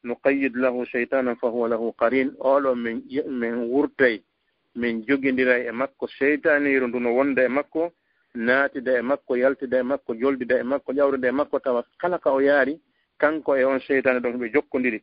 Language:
Fula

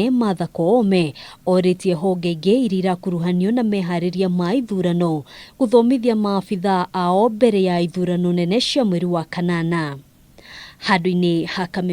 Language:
Kikuyu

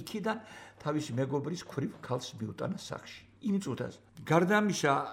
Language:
Georgian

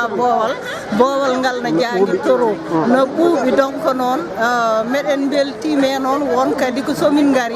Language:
Fula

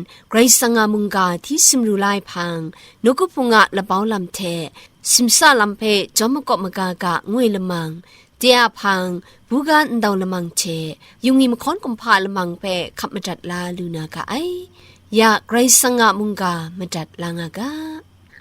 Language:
Kachin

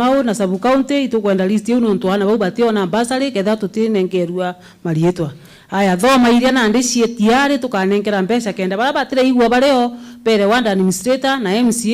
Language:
Meru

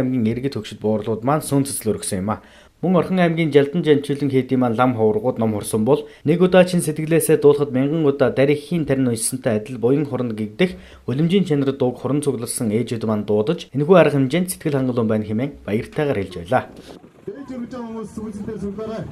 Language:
Mongolian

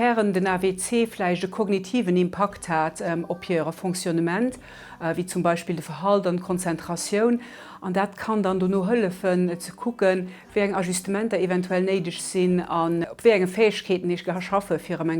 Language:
Luxembourgish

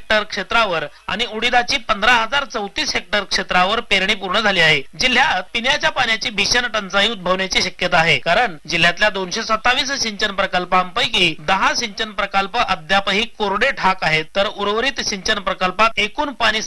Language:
Marathi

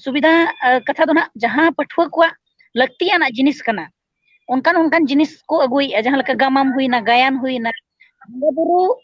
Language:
Santali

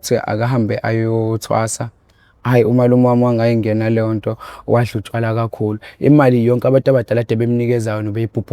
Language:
Zulu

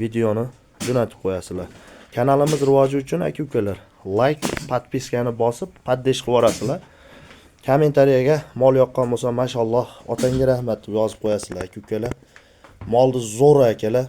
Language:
Uzbek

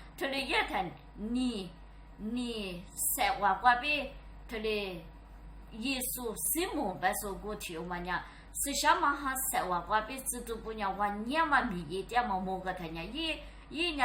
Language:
Lisu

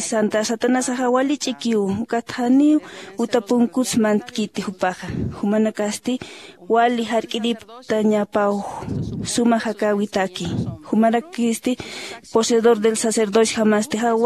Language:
Aymara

